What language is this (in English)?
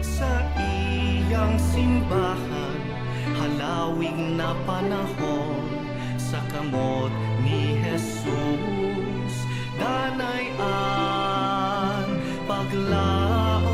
Bikol